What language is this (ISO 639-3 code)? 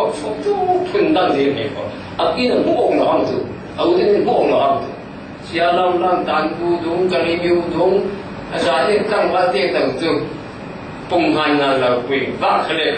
cfm